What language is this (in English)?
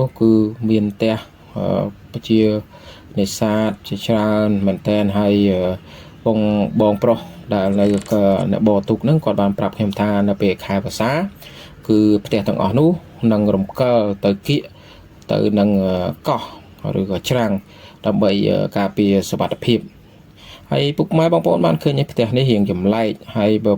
Khmer